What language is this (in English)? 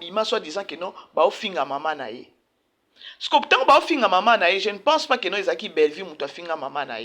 Lingala